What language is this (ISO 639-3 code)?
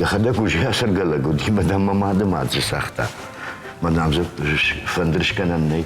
oss